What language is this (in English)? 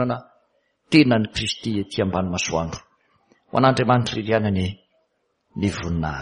Malagasy